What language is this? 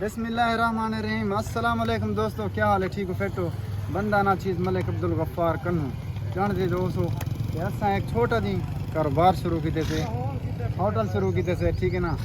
Saraiki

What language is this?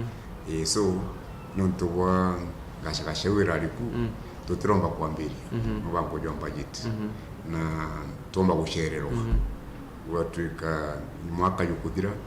Meru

